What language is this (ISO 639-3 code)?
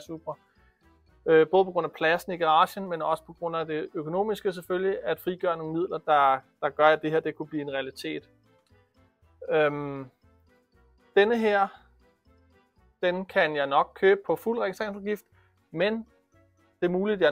dan